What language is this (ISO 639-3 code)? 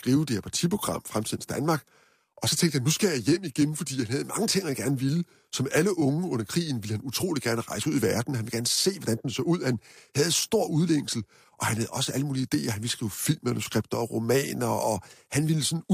dan